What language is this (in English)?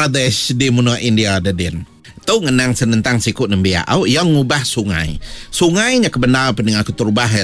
Iban